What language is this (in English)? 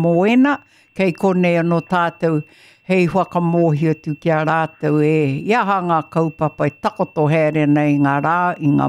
Māori